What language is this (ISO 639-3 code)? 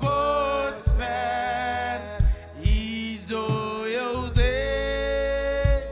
mah